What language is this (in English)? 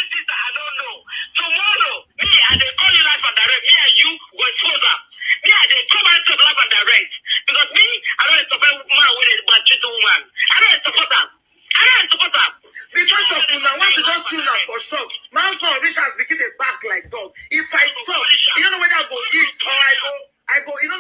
Nigerian Pidgin